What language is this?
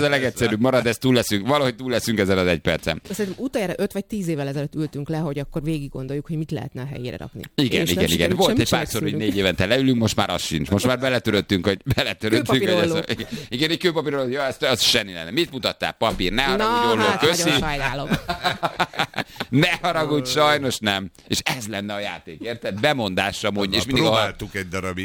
Hungarian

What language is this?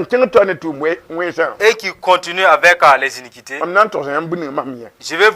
Mossi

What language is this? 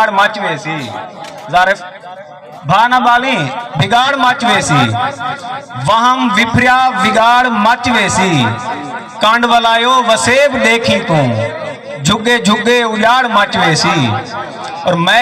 Saraiki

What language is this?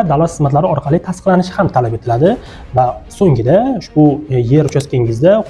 Uzbek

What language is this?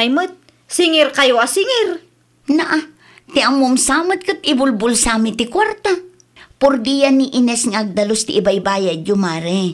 Iloko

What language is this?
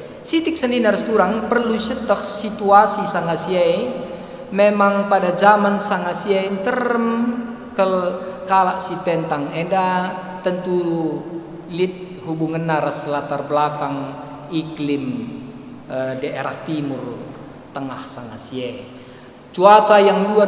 Batak Karo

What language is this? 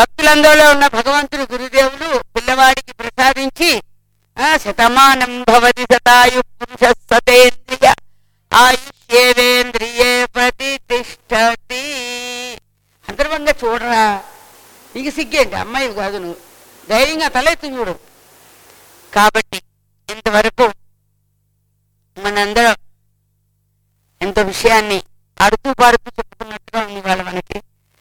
Telugu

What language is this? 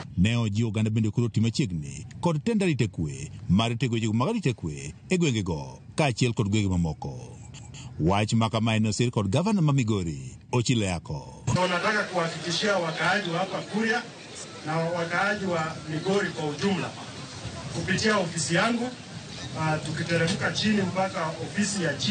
Luo (Kenya and Tanzania)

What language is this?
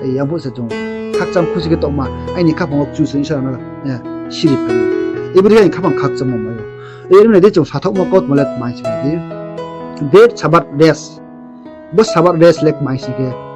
Riang (India)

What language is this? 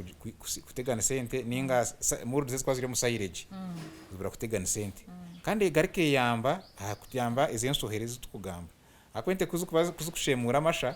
Nyankole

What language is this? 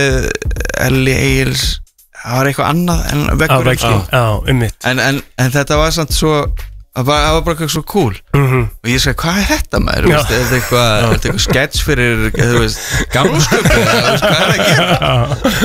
Icelandic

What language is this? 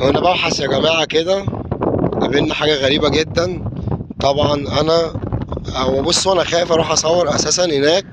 Egyptian Arabic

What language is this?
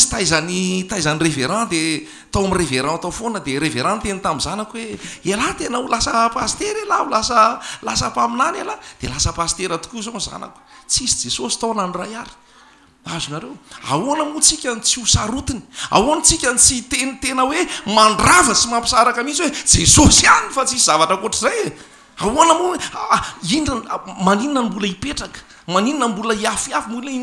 Malagasy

